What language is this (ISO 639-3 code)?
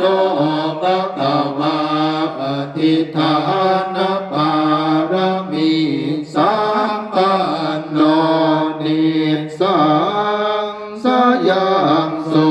pli